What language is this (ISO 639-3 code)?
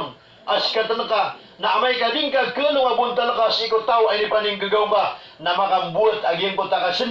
mrw